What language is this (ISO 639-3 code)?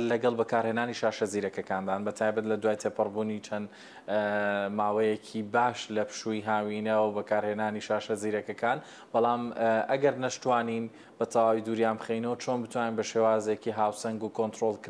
ckb